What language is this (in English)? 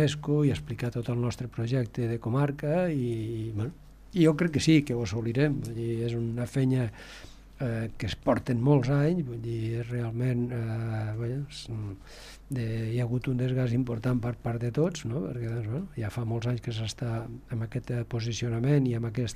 Catalan